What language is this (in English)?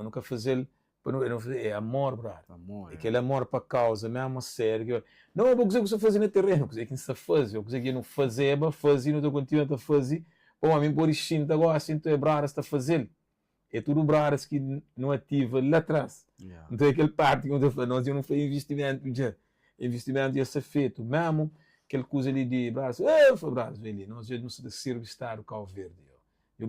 Kabuverdianu